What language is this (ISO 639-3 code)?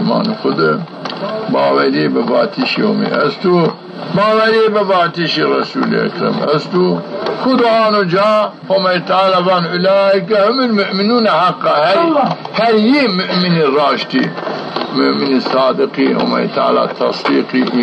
zza